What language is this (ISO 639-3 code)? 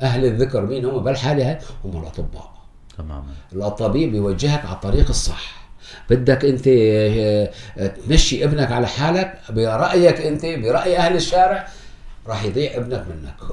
apc